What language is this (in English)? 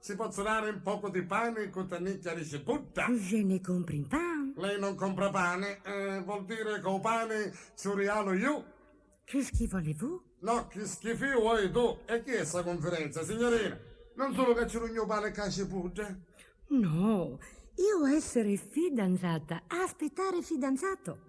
Sicilian